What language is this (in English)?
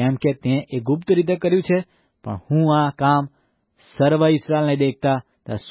Gujarati